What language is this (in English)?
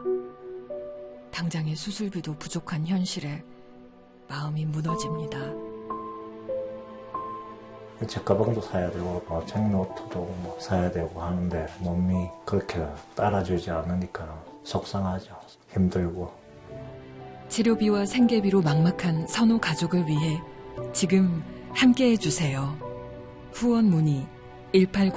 Korean